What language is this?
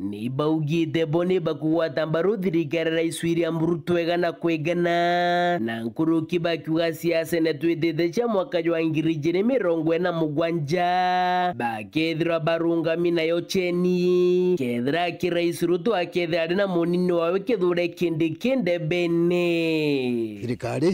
Meru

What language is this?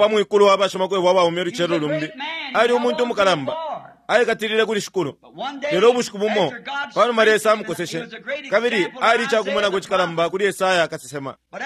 Bemba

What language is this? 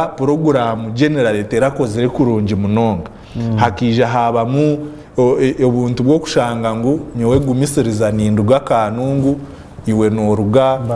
Nyankole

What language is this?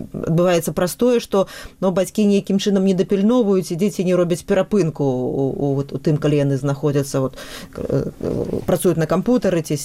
Belarusian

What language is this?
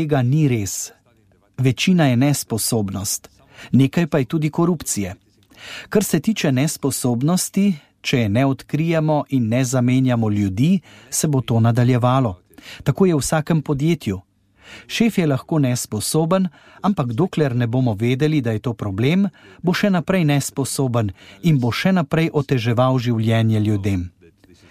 Slovenian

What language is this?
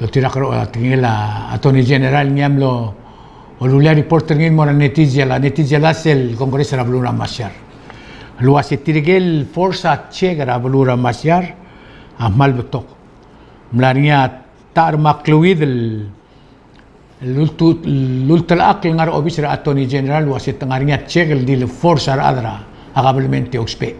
Palauan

